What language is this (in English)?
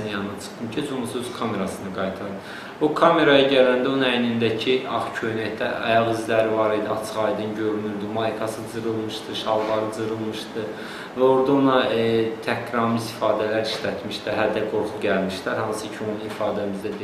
Azerbaijani